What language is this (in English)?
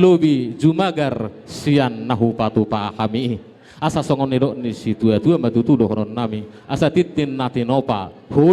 Batak Toba